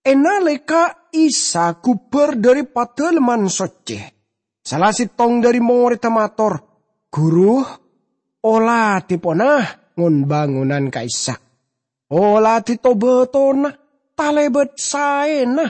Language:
Madurese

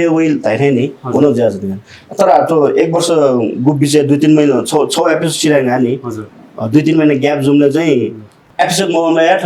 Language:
Newari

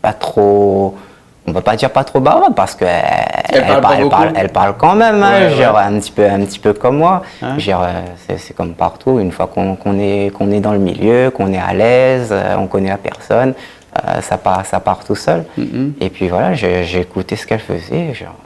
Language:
Réunion Creole French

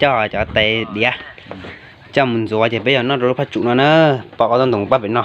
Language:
Hmong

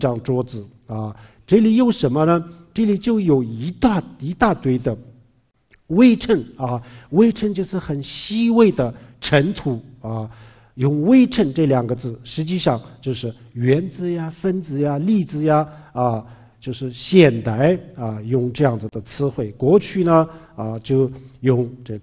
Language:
Chinese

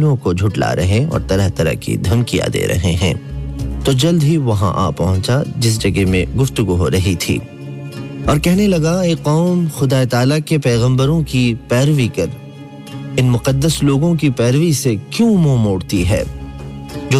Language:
Urdu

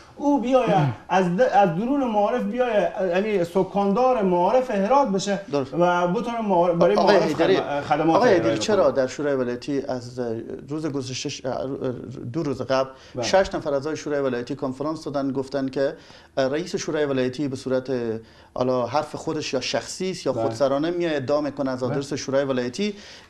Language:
Persian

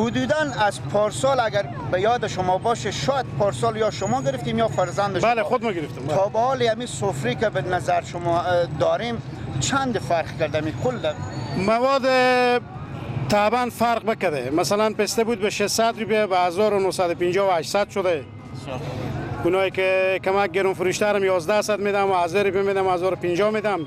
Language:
Persian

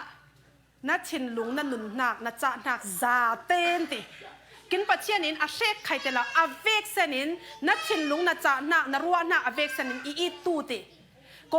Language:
Falam Chin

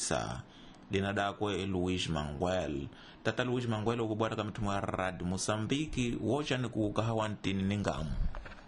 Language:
Tsonga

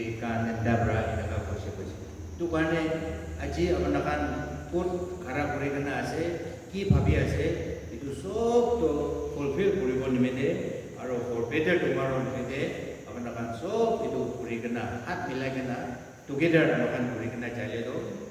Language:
Naga Pidgin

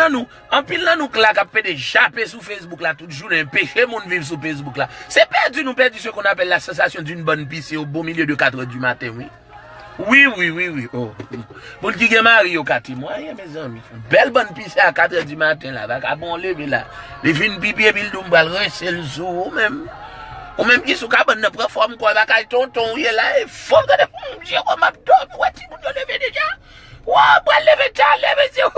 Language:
Haitian Creole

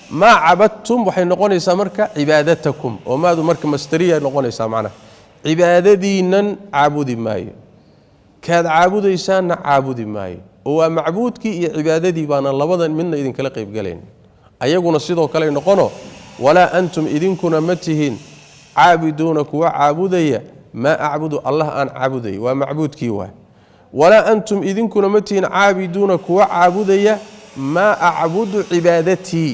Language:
Somali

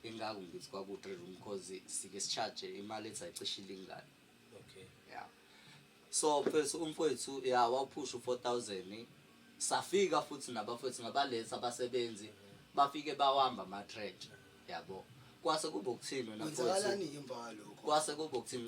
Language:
Zulu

